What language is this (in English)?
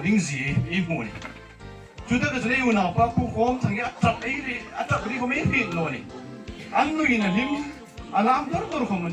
Hmar